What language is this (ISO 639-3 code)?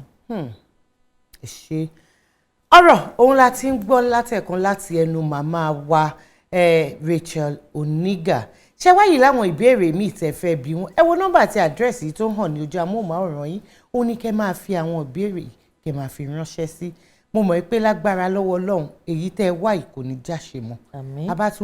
yor